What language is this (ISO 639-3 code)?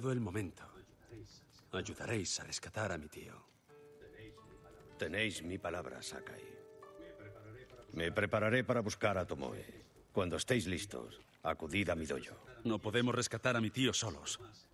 spa